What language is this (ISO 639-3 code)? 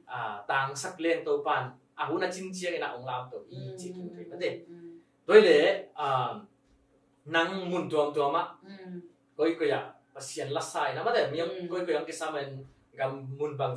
ctd